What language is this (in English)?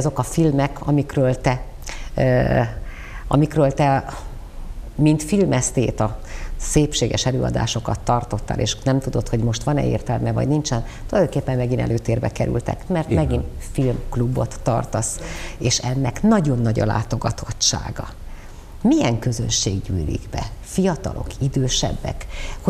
Hungarian